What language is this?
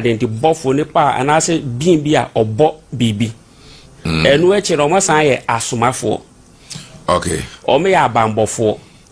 Akan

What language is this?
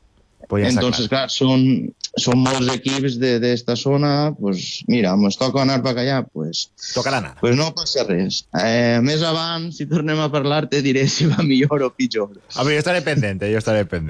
Catalan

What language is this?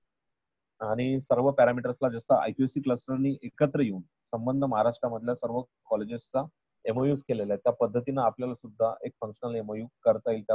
Marathi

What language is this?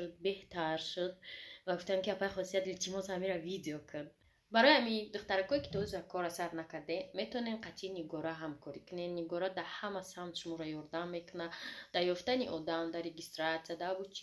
Tajik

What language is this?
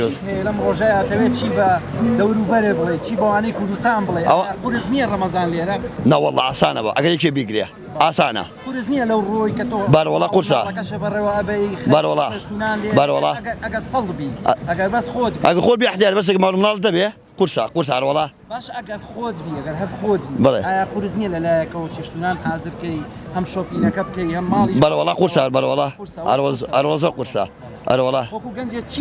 Central Kurdish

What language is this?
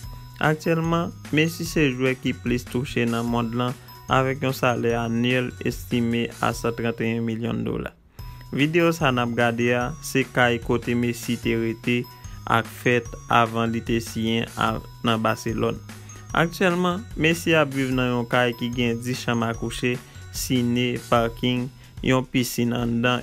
Haitian Creole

